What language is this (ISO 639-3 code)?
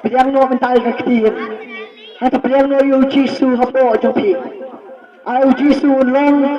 kha